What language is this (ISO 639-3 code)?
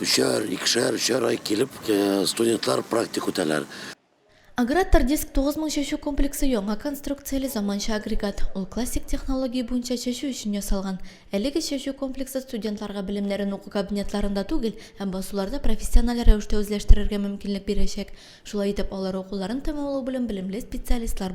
tat